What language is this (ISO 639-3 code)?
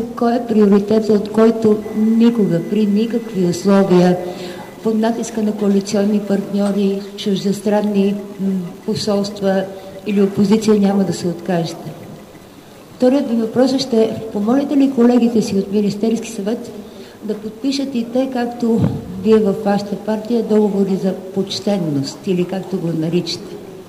bul